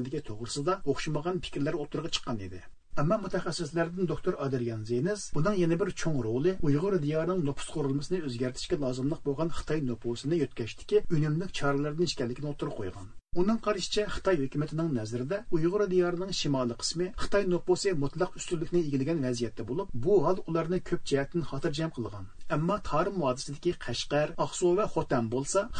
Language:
Uyghur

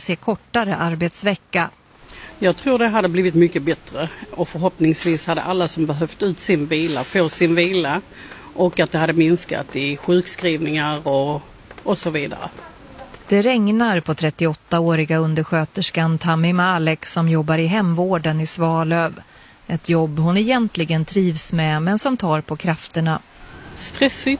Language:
Swedish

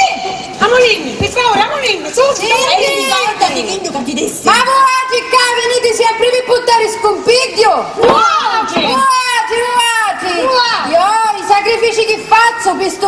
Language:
Sicilian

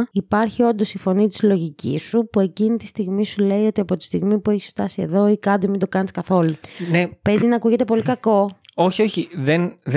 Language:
Greek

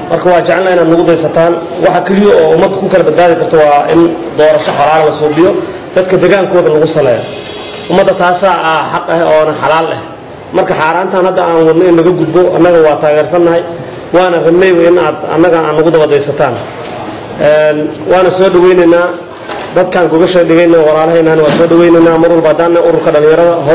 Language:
Somali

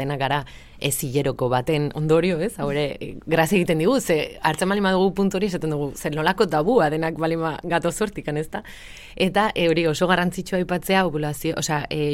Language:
Basque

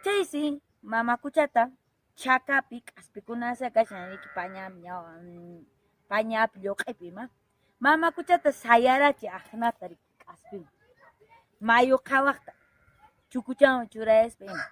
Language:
Quechua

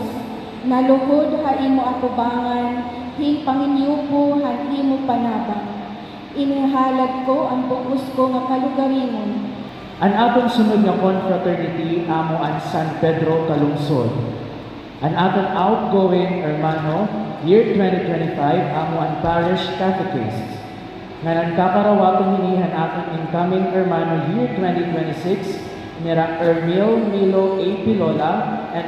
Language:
Waray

